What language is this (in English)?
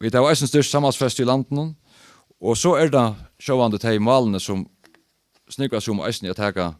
Faroese